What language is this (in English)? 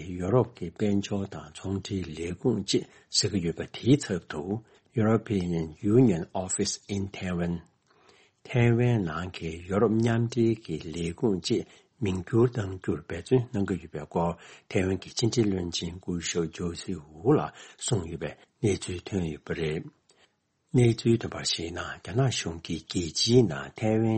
Tibetan